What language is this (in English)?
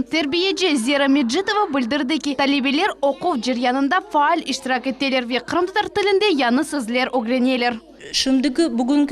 Crimean Tatar